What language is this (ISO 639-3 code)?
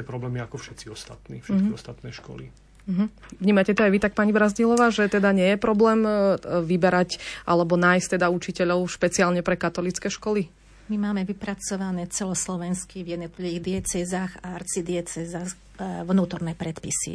slk